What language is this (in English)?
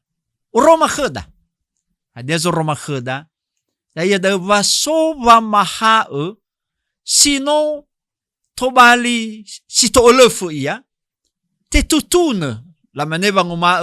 Nias